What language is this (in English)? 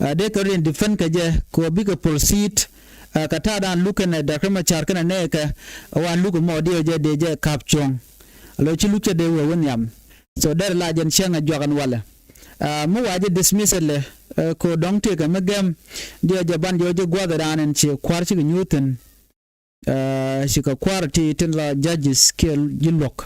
Nuer